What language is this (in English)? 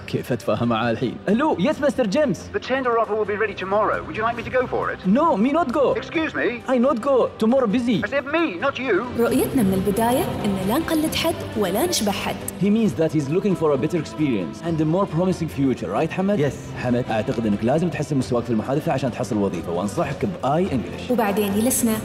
Gulf Arabic